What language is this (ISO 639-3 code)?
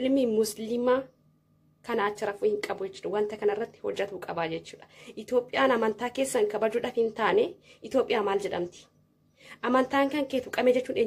orm